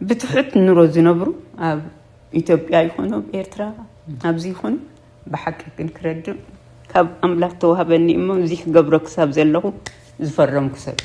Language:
Tigrinya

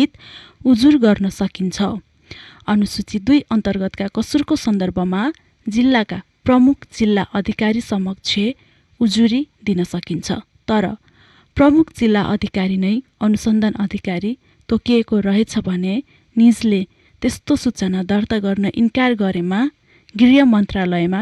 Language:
Nepali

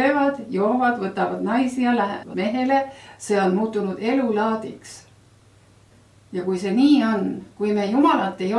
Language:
Estonian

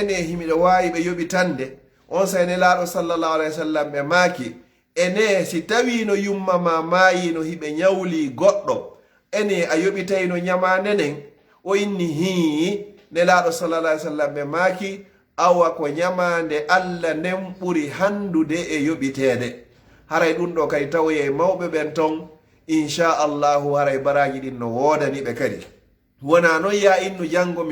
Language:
Fula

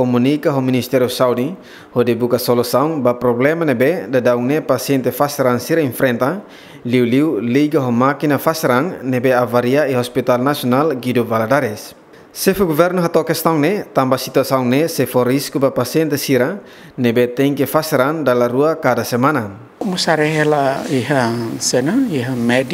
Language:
Tetum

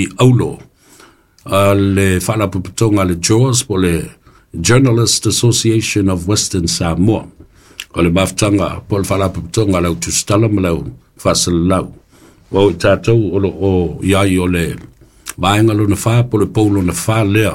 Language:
Samoan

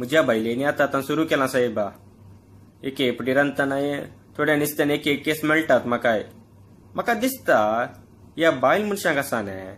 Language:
Konkani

